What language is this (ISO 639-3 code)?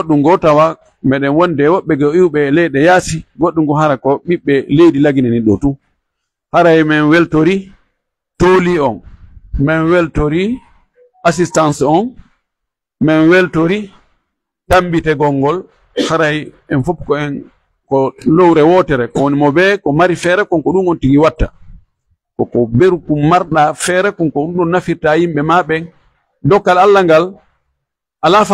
fuf